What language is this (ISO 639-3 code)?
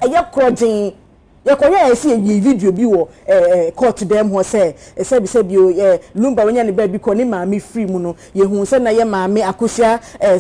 aka